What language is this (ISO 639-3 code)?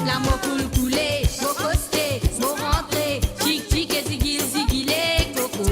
mfe